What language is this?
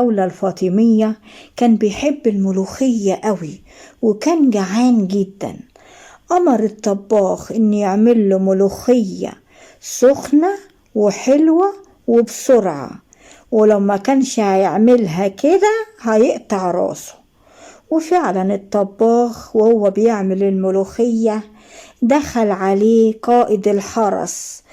Egyptian Arabic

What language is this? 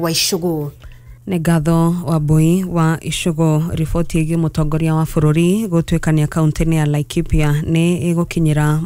Kikuyu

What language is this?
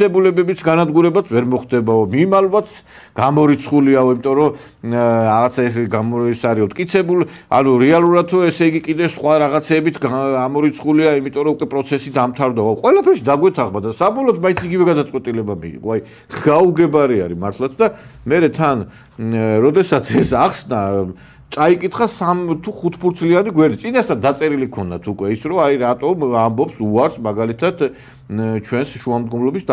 Georgian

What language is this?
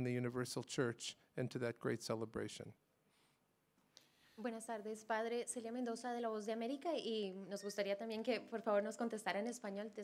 Italian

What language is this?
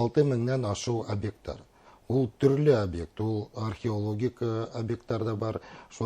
Bashkir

